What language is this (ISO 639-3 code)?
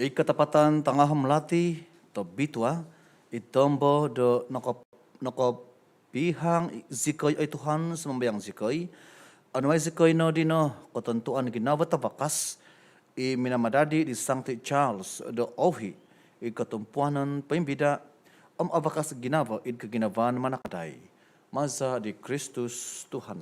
dtp